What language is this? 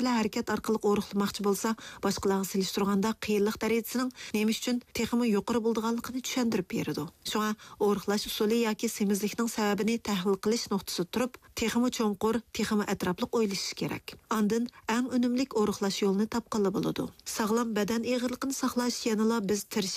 Uyghur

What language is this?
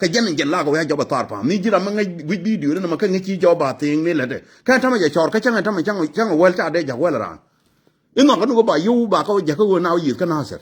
Nuer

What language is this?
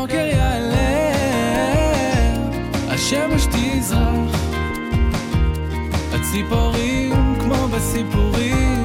Hebrew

